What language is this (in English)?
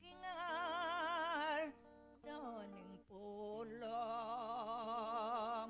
Pampanga